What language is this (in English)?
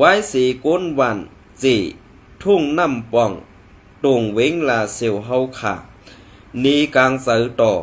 Shan